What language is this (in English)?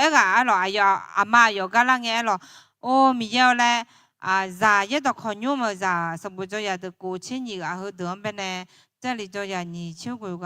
Akha